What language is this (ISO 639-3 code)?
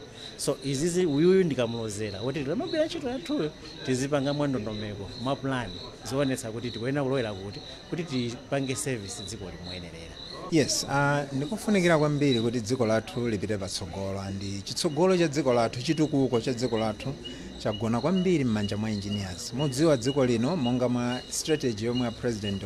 nya